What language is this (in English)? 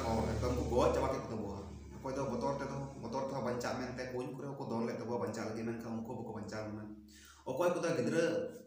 Santali